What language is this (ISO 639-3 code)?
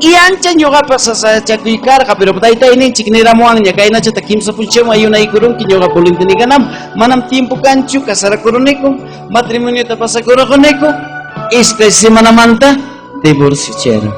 quy